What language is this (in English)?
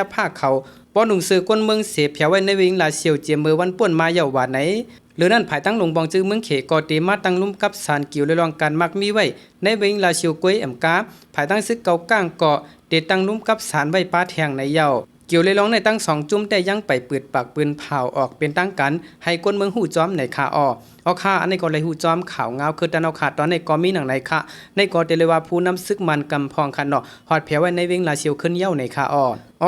Shan